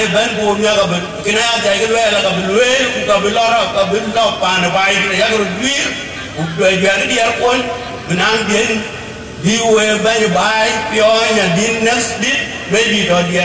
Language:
Dinka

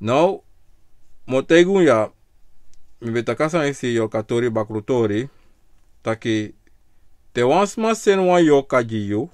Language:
Sranan Tongo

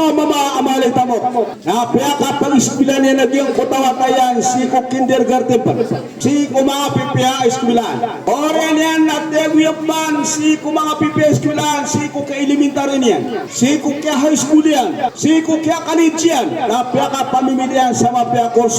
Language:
Maranao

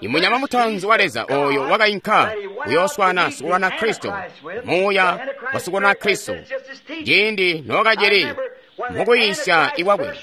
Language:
Tonga (Zambia)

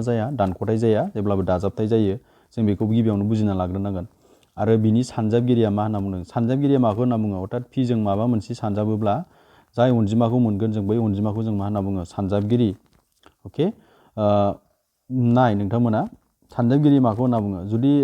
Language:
Bodo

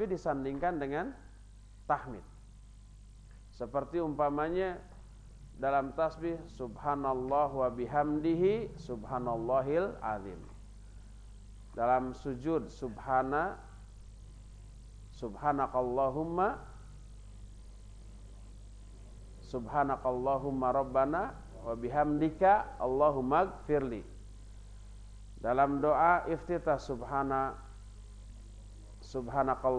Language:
Indonesian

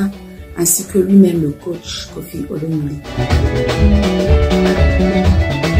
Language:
French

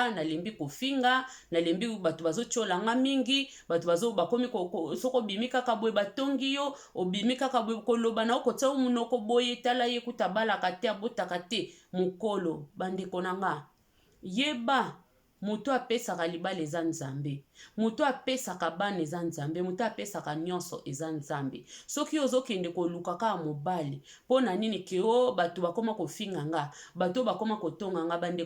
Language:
Lingala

